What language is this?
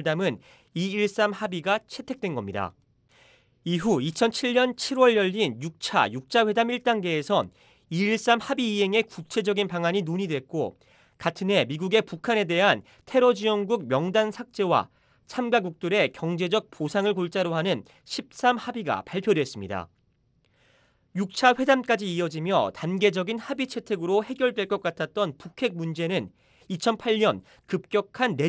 Korean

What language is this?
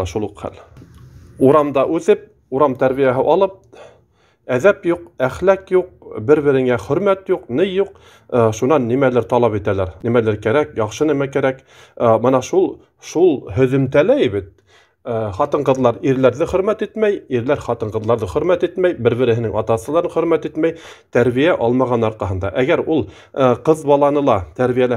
Bashkir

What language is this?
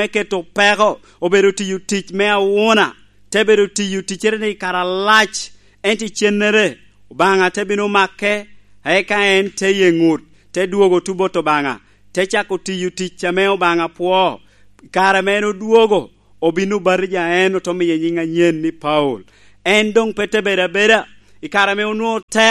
Lango (Uganda)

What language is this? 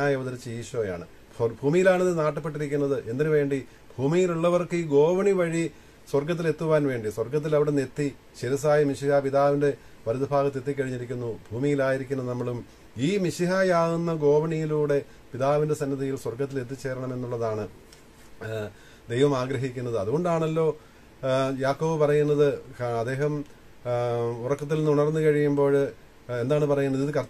Malayalam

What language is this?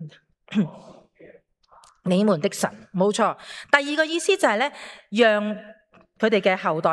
Cantonese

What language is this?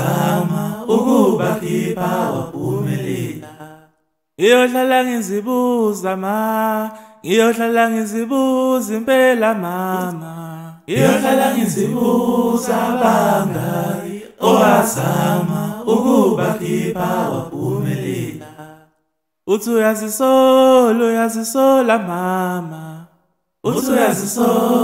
Zulu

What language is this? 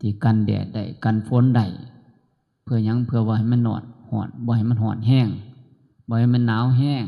Northeastern Thai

